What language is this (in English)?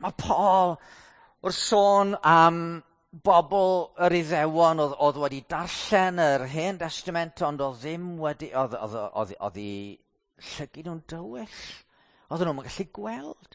Welsh